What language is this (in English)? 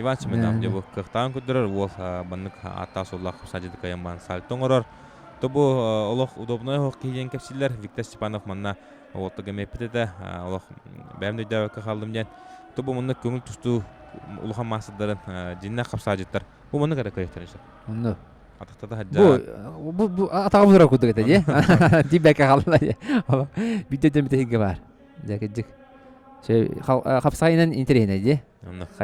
Yakut